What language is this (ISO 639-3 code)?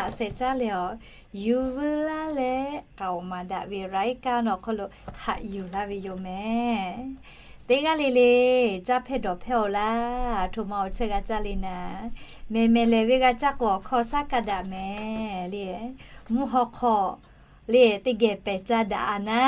lhu